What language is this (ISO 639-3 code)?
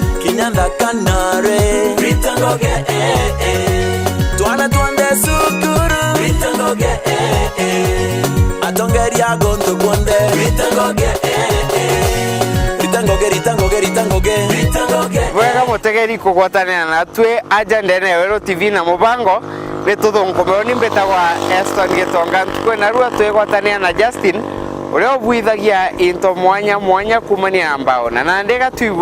mer